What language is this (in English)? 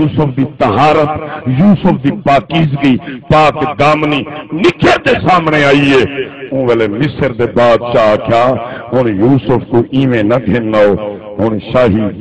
Saraiki